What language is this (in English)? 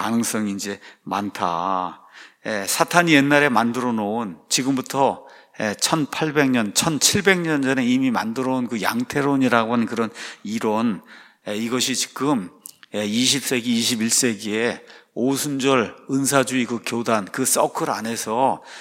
Korean